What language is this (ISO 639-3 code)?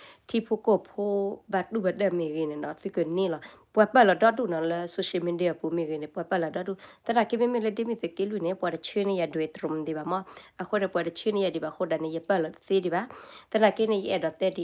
ksw